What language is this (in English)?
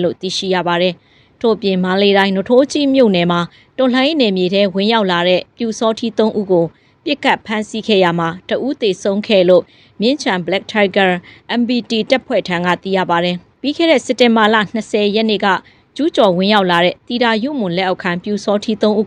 Burmese